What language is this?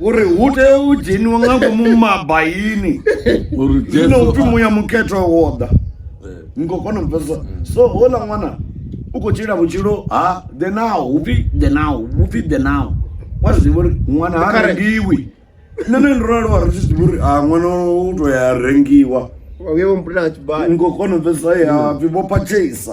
Venda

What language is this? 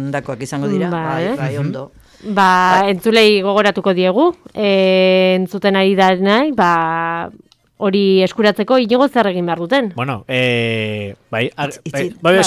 Basque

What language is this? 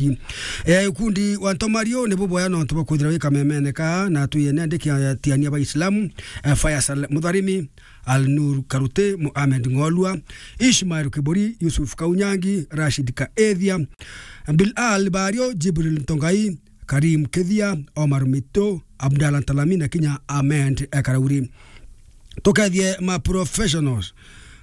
Meru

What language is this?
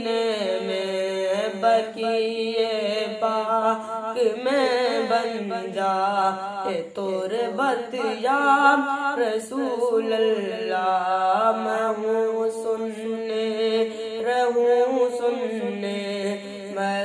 Saraiki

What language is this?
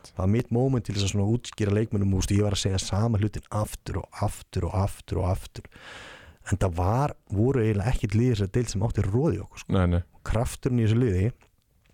Icelandic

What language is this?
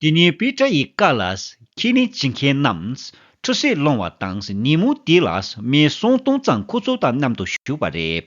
Tibetan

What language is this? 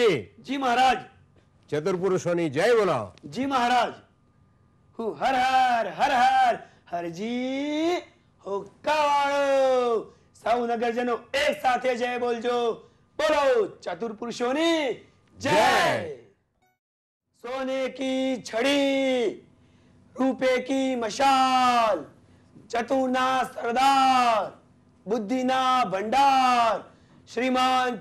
Gujarati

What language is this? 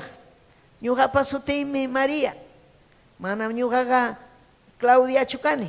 Ayacucho Quechua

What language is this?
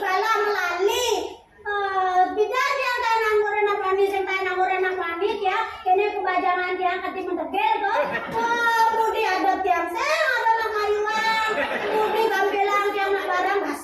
Balinese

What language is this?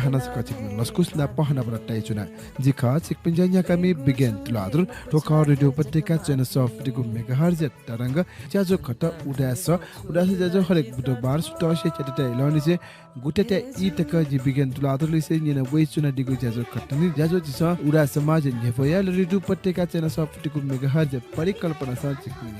Newari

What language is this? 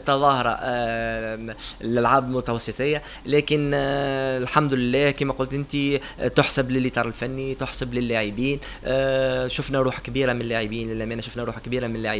Tunisian Arabic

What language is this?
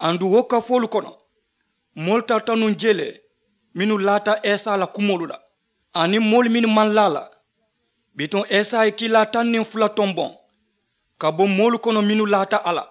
Mandingo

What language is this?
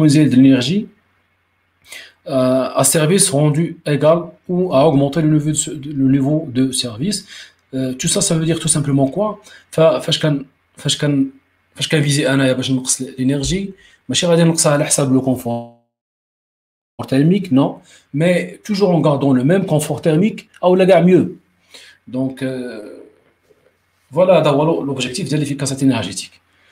French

